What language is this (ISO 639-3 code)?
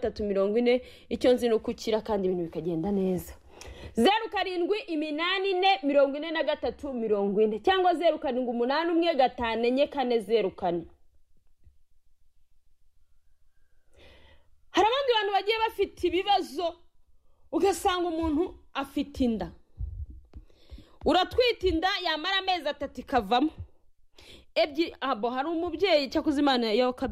kin